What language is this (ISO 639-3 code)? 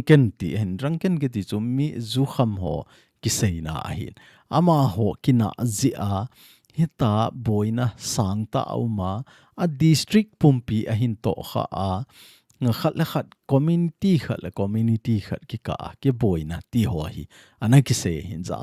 tcz